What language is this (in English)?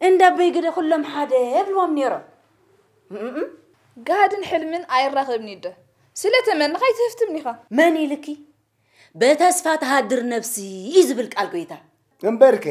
Tigrinya